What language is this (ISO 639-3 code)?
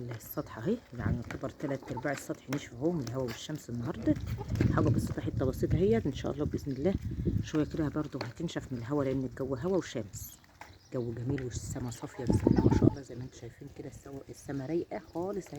arz